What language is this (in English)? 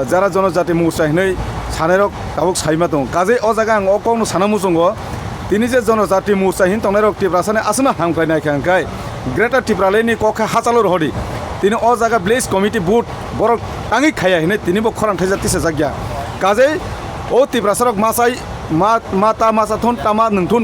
Kok Borok